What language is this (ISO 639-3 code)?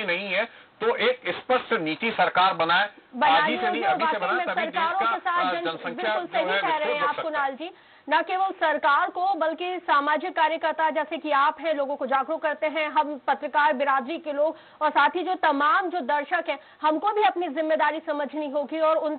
hin